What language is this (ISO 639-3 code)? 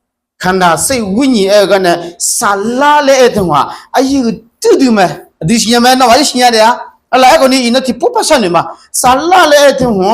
ahk